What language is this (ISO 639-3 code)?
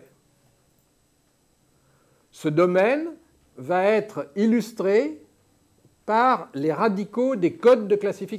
fra